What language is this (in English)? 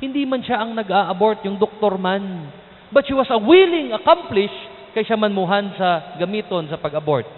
Cebuano